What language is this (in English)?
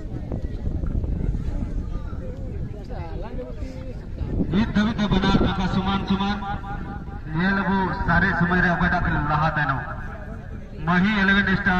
Hindi